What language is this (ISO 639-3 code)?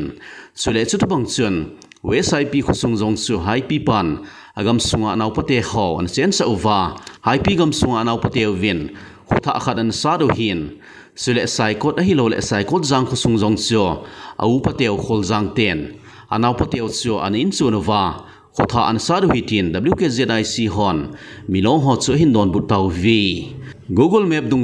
tcz